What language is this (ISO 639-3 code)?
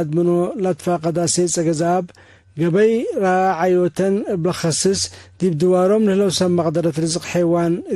tig